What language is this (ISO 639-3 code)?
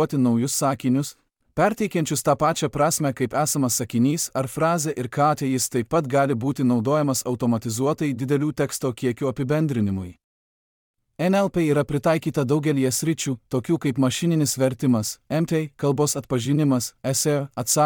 lit